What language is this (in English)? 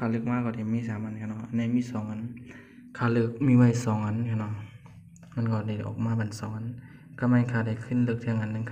Shan